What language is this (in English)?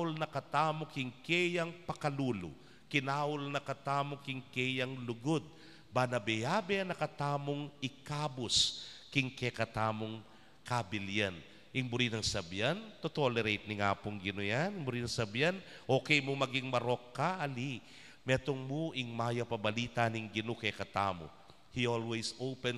Pampanga